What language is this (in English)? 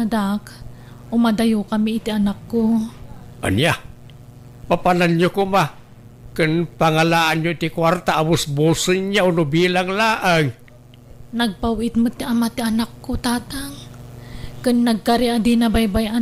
Iloko